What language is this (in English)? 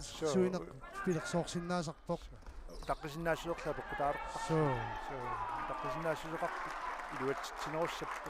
Kalaallisut